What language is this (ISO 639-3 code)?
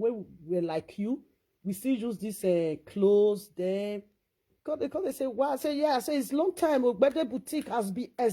pcm